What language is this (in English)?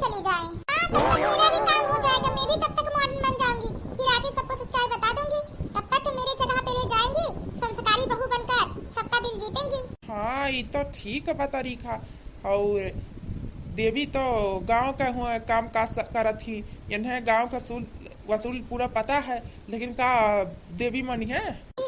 Awadhi